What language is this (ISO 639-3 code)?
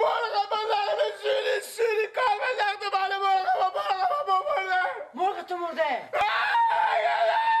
fas